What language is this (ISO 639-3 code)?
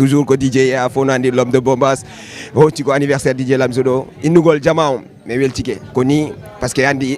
ful